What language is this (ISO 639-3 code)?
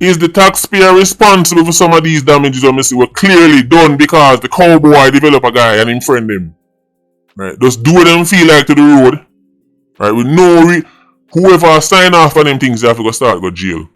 jam